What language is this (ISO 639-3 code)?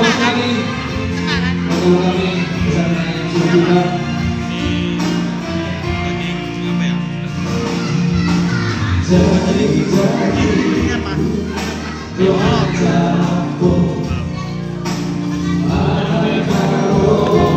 ind